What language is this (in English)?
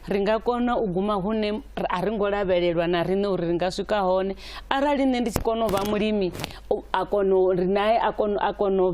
Venda